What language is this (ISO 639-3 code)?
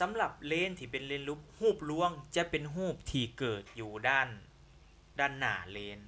lao